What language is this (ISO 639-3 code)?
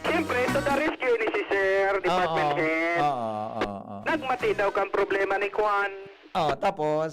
bik